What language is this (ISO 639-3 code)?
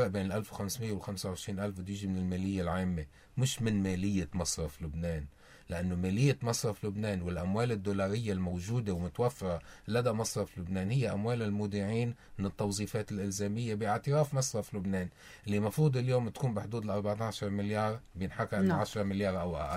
apc